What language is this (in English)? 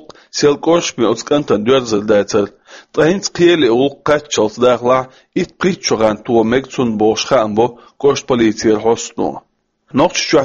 Chechen